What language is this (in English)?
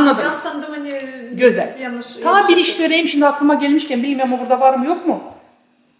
Gagauz